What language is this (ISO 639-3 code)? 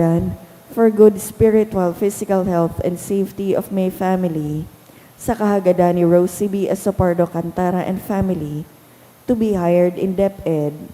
bik